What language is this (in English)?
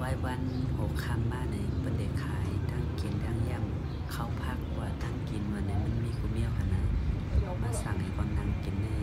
Shan